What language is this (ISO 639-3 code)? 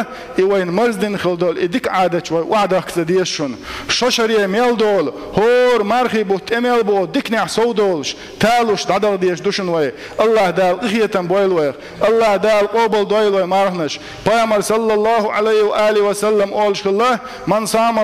che